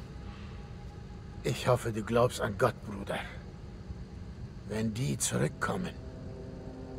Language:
German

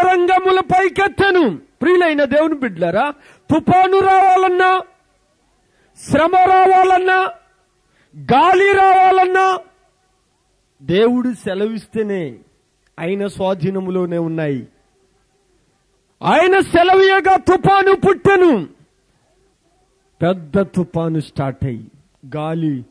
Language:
Telugu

